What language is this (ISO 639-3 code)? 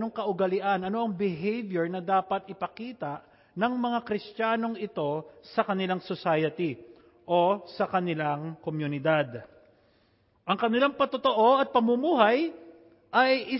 fil